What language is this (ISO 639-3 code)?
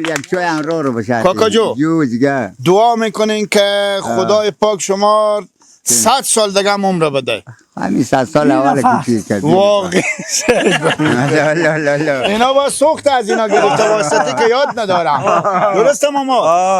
fas